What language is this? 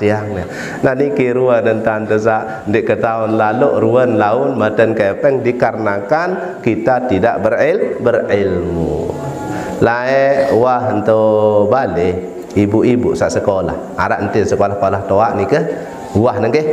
Sasak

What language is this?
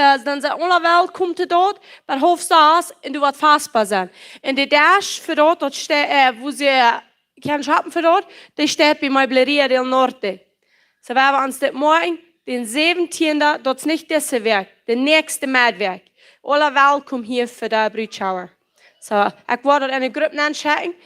Plautdietsch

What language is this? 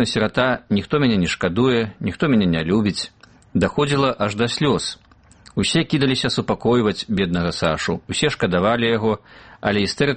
Belarusian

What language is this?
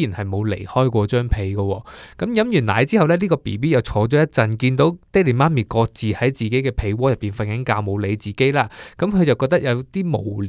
Cantonese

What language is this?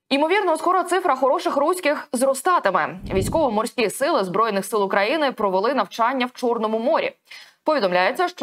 Ukrainian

